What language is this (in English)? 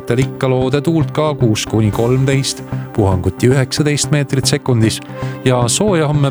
Estonian